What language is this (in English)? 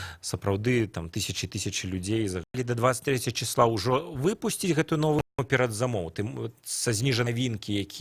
Belarusian